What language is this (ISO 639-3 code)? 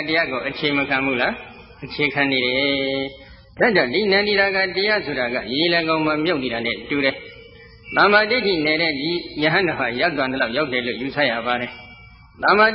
mya